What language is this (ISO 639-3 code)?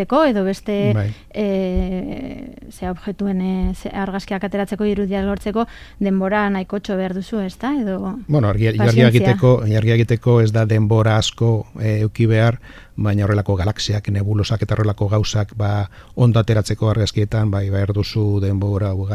eus